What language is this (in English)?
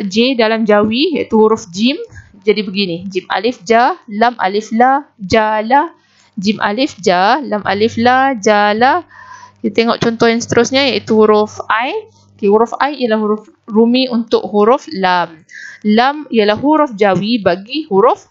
Malay